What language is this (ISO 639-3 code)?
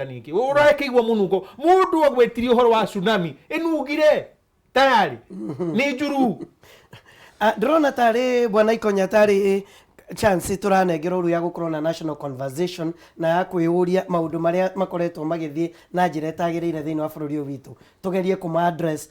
kik